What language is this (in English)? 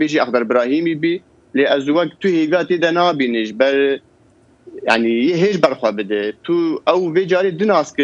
Kurdish